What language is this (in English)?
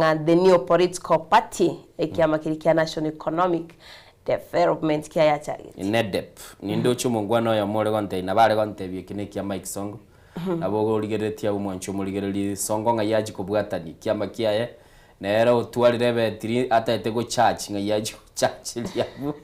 Gusii